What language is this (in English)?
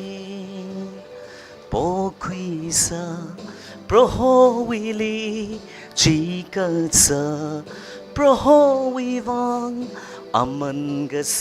Tangkhul Naga (India)